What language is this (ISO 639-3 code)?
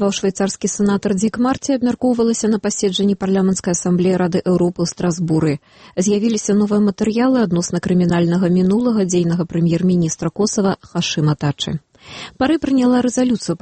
bel